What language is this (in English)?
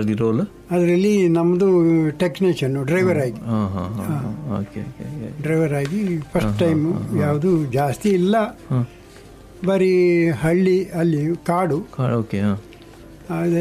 Kannada